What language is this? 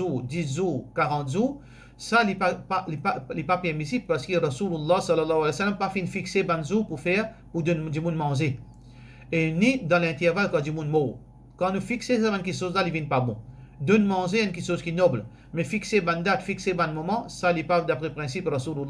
Morisyen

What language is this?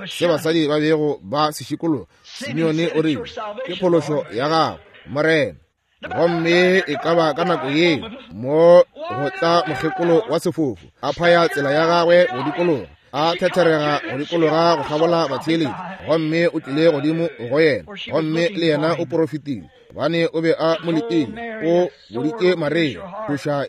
Northern Sotho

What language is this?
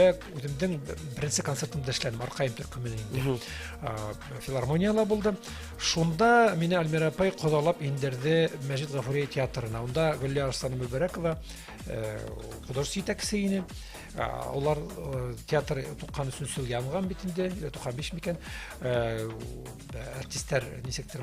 Bashkir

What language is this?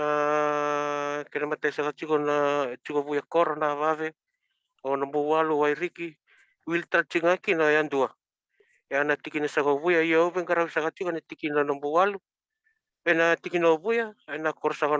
Fijian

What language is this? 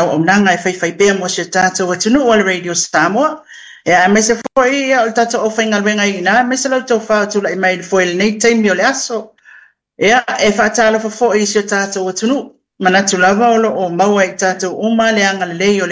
Samoan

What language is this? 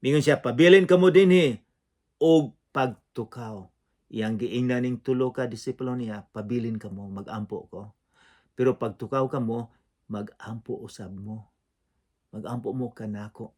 Cebuano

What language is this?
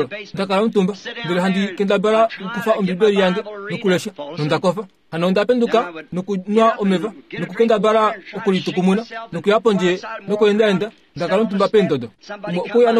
Kuanyama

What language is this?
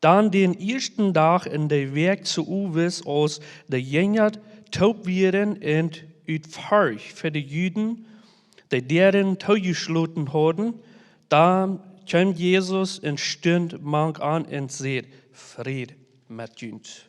Plautdietsch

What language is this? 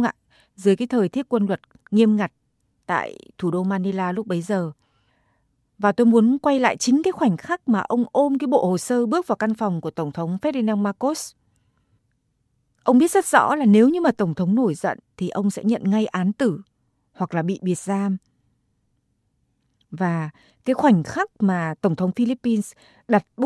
Vietnamese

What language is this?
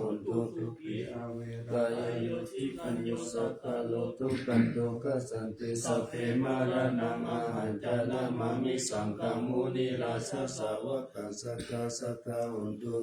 Pali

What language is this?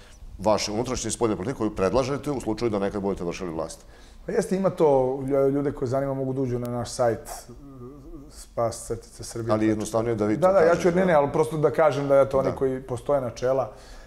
Serbian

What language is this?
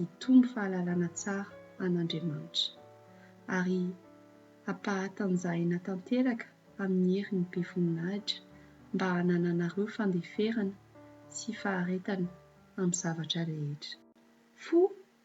Malagasy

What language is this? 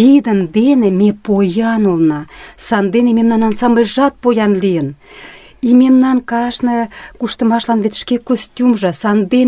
Mari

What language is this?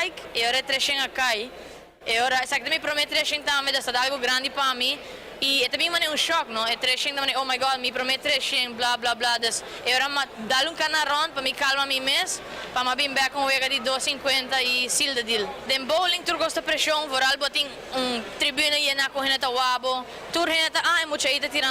Papiamento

